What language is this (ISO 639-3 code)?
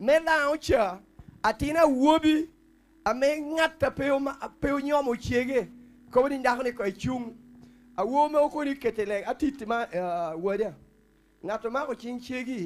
laj